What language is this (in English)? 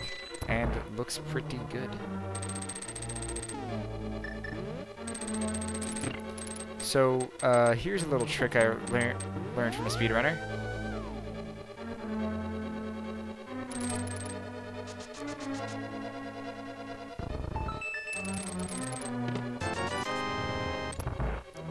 English